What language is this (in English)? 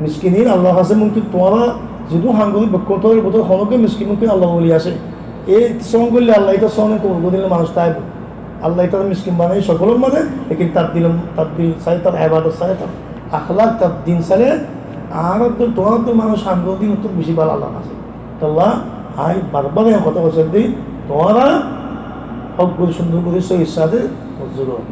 Rohingya